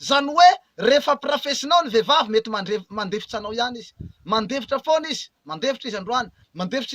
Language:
Malagasy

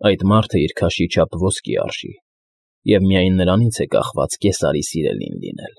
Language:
Armenian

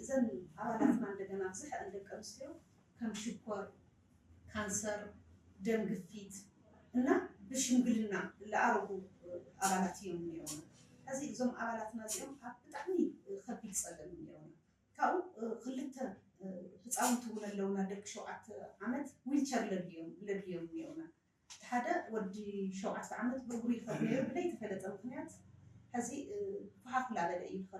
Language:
Tigrinya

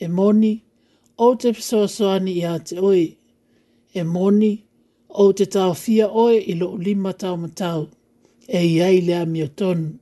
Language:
Samoan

